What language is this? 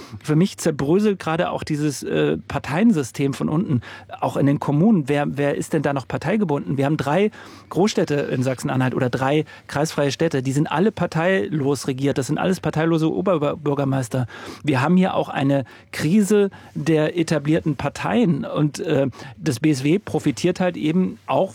German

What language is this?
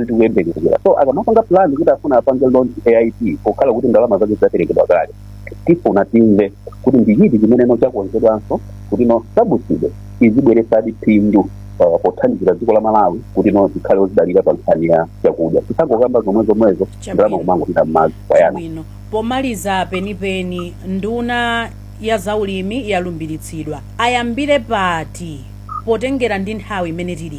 Nyanja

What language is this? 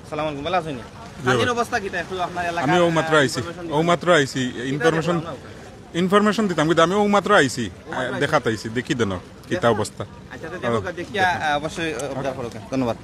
Sylheti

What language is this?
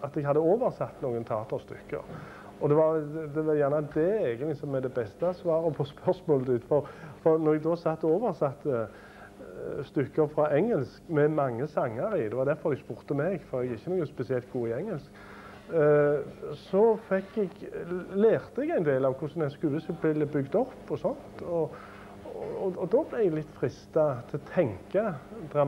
Norwegian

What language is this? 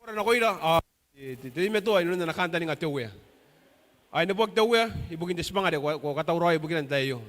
Gilbertese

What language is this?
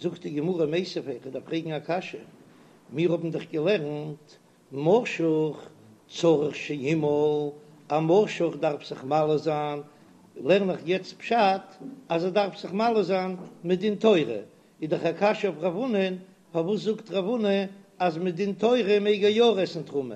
Yiddish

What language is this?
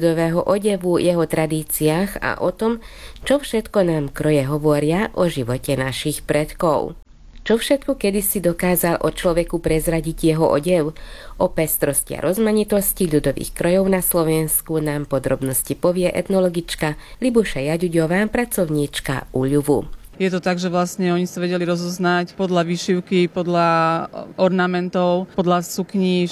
Slovak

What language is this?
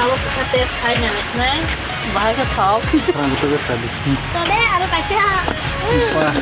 Kok Borok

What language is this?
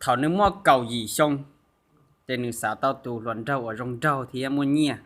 Hmong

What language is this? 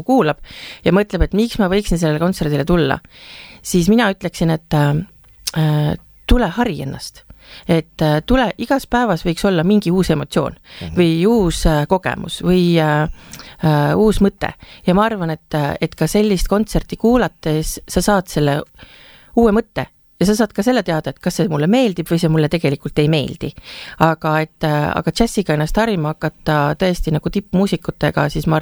Estonian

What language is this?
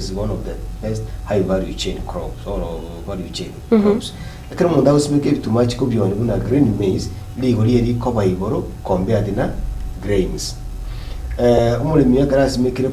Gusii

